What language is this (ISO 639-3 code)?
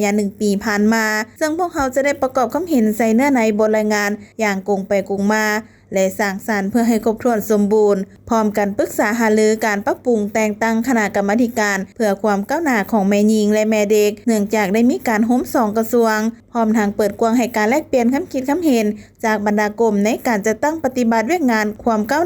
lao